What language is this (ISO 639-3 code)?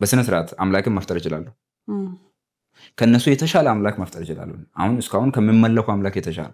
amh